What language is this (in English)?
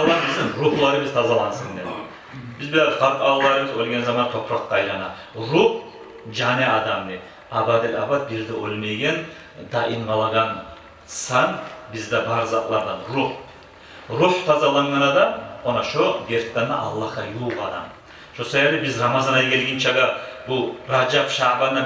Kumyk